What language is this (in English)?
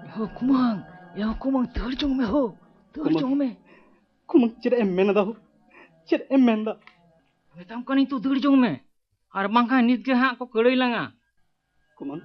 Santali